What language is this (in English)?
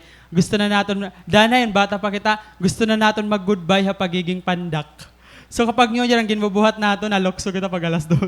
Waray